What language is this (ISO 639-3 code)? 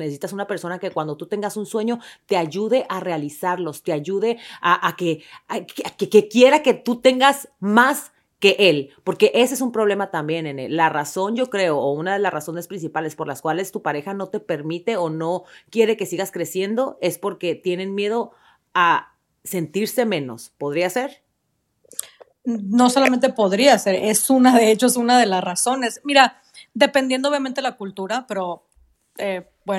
spa